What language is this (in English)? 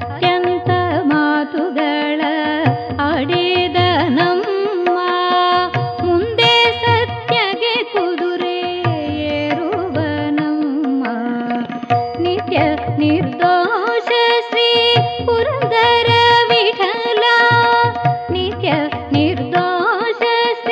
Kannada